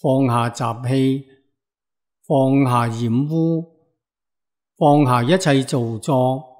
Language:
Cantonese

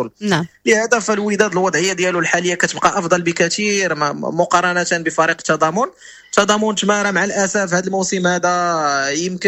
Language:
Moroccan Arabic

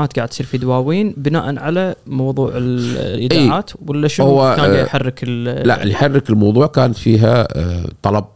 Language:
Gulf Arabic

